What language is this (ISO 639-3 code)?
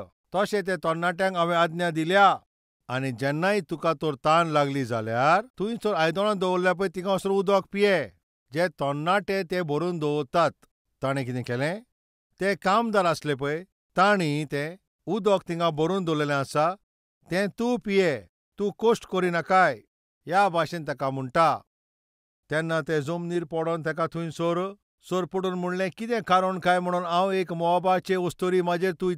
kok